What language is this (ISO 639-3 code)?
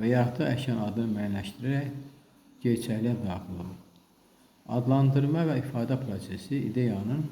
aze